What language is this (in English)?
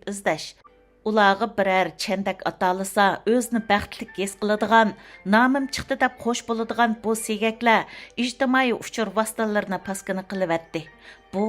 Uyghur